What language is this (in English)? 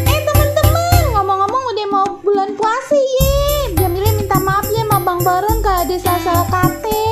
Betawi